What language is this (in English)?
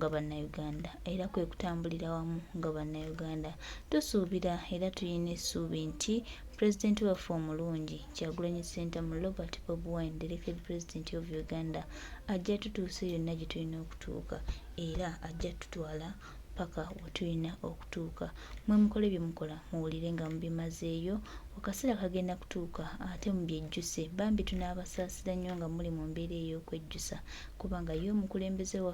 Ganda